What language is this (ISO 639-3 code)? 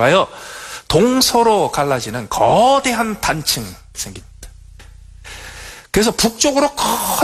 kor